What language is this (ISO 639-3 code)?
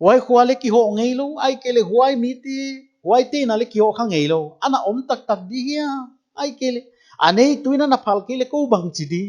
pck